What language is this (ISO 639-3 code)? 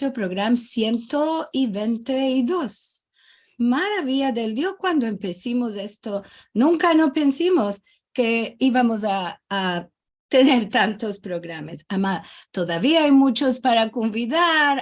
lad